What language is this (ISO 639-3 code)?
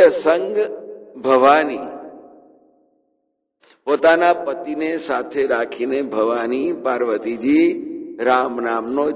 guj